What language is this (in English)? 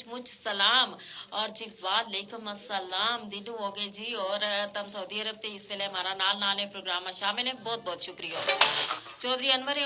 Gujari